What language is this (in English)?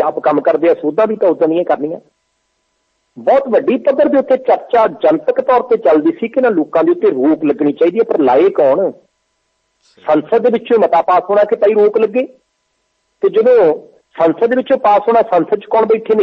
Punjabi